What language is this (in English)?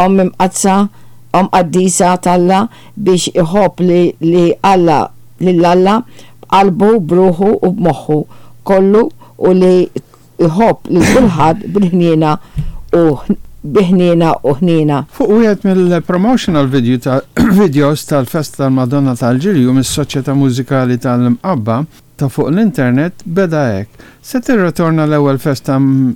Maltese